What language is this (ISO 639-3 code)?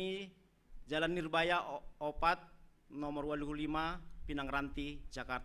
bts